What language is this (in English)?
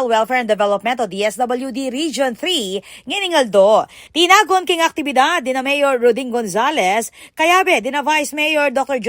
Pampanga